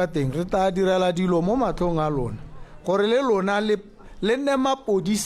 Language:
Tswana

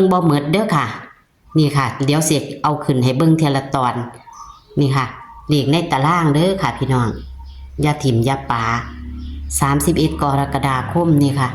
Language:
Northeastern Thai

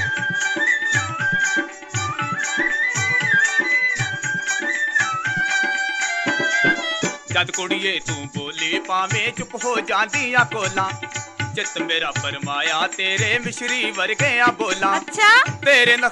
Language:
Punjabi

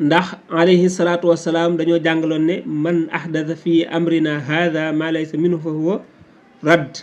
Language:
Wolof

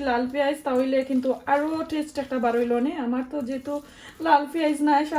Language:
Sylheti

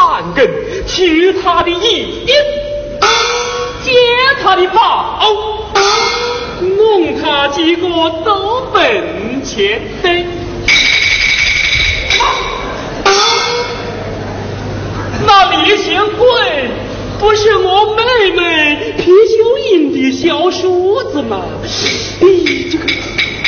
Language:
Chinese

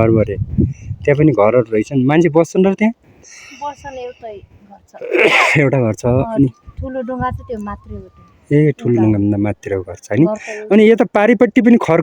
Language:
Nepali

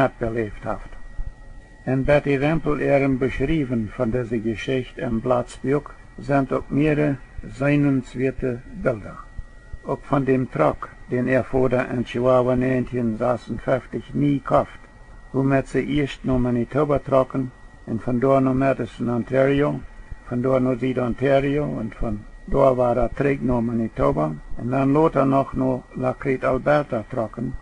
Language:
Plautdietsch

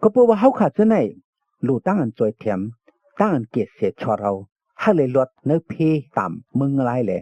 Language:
Shan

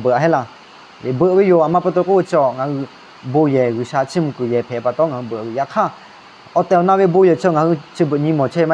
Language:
Lahu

